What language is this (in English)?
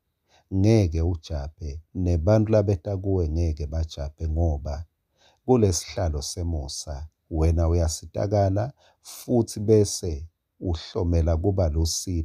Swati